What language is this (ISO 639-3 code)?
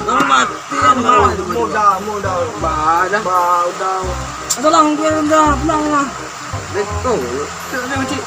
min